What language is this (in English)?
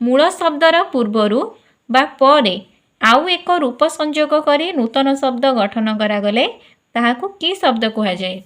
Odia